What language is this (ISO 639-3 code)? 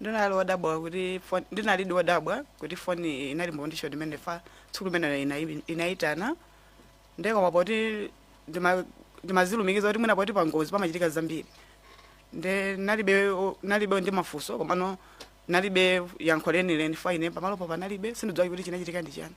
nya